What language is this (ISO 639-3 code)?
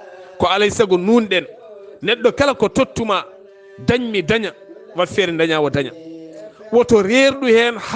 ful